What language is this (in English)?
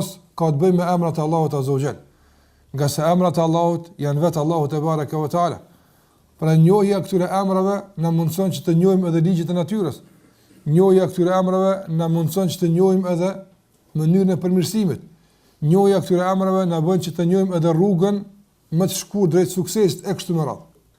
Albanian